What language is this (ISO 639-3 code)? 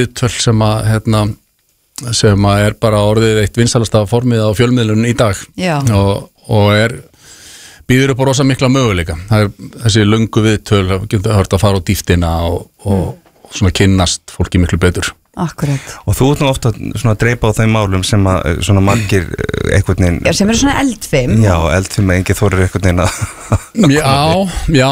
isl